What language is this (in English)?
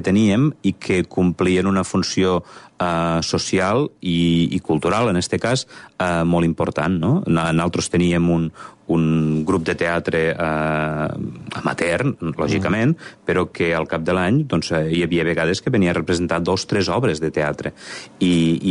Catalan